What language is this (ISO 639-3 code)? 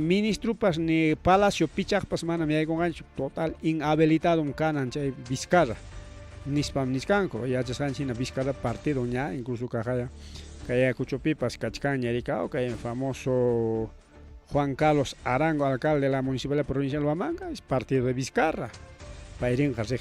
quy